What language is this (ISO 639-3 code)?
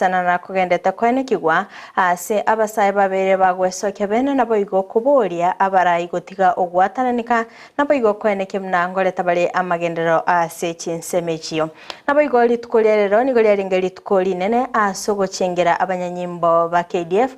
guz